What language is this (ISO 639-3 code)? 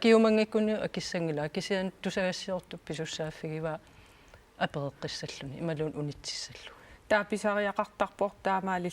kal